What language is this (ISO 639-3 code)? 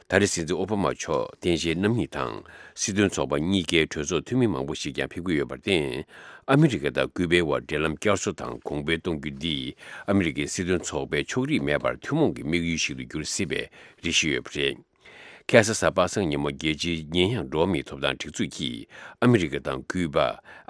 bod